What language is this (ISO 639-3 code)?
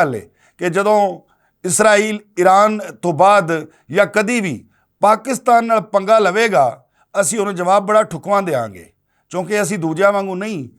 lah